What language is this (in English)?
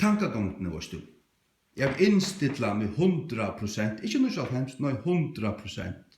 Faroese